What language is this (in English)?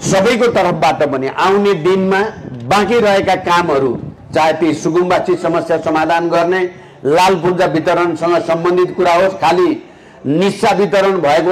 Nepali